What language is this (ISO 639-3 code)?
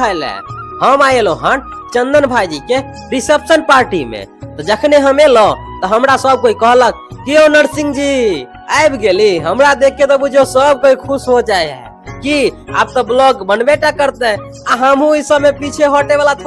mai